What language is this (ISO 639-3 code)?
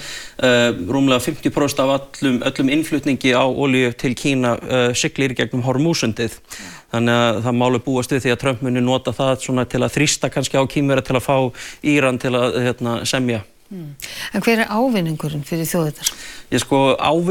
isl